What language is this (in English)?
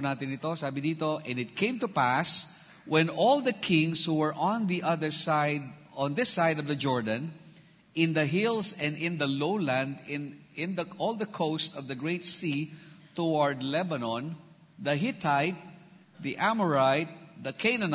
Filipino